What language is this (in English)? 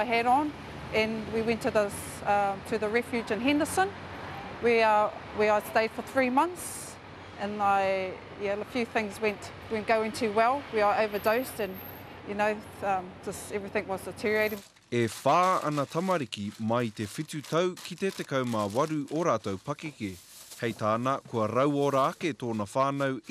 Māori